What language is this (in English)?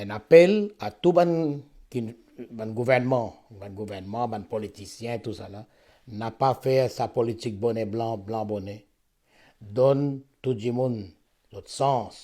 Morisyen